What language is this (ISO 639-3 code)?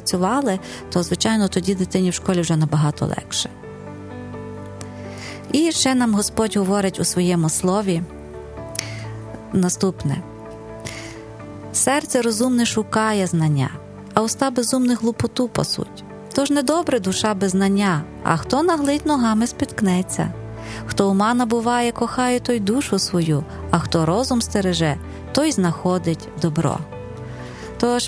ukr